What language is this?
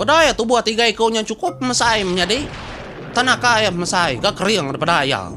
Iban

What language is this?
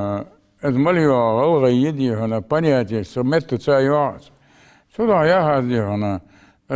Ingush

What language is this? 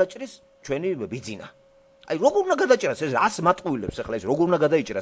Georgian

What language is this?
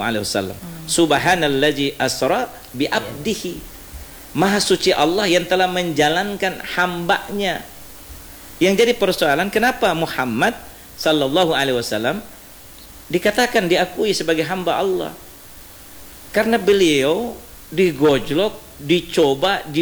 Indonesian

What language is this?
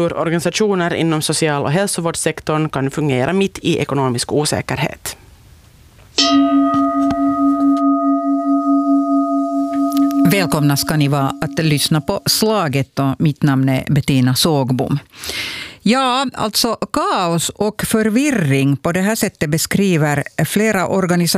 Swedish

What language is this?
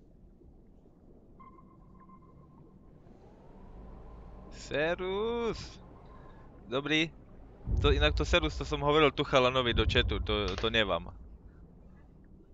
Slovak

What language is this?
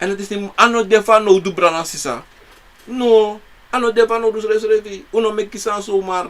Sranan Tongo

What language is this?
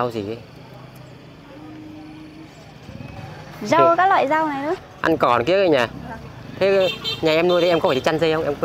Vietnamese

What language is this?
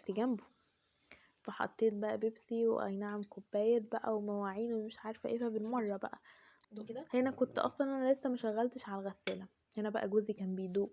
Egyptian Arabic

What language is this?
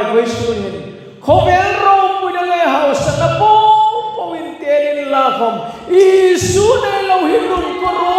Hmar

